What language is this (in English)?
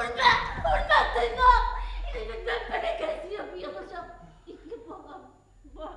Bashkir